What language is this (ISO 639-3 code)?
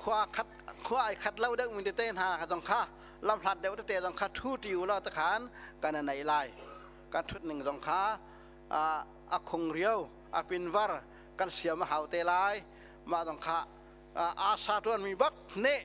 cnh